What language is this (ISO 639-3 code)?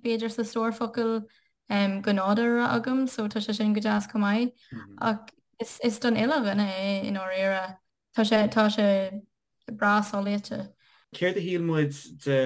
gle